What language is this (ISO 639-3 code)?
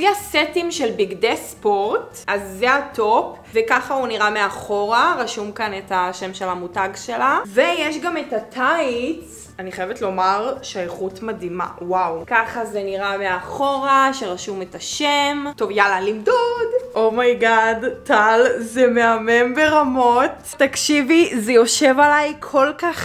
heb